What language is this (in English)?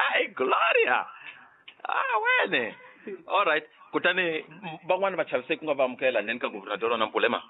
Tsonga